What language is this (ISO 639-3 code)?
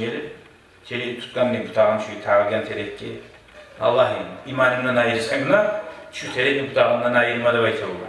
kum